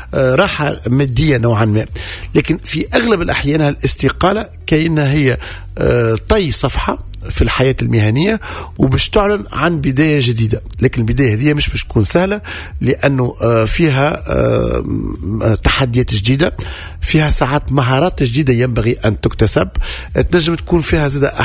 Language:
Tunisian Arabic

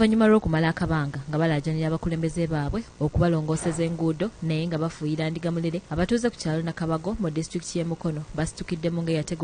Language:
Ganda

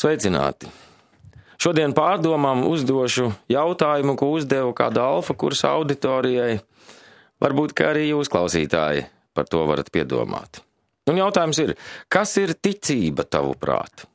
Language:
Latvian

